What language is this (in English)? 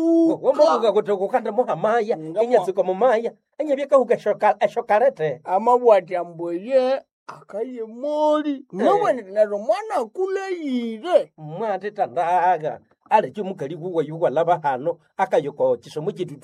Nande